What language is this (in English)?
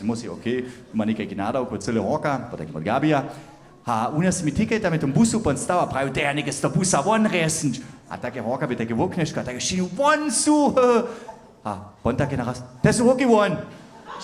Upper Sorbian